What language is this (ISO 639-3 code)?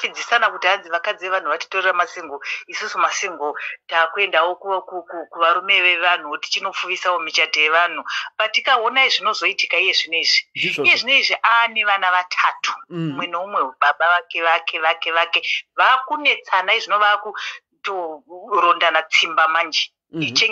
sna